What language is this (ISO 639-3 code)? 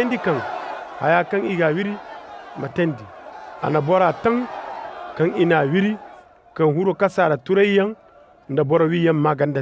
ses